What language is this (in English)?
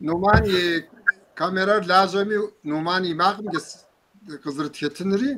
Kabardian